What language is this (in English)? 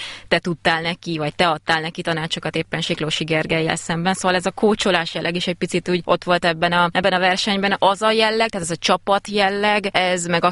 Hungarian